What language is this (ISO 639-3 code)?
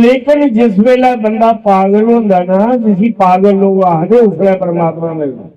doi